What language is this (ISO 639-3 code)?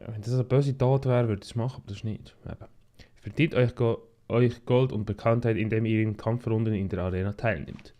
gsw